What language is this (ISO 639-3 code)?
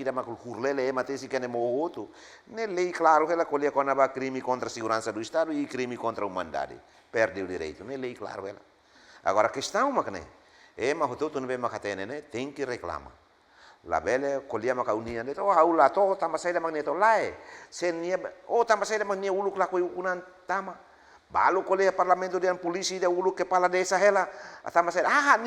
tet